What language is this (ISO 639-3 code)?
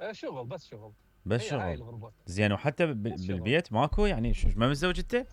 acm